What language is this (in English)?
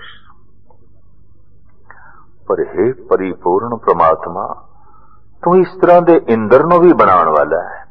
Punjabi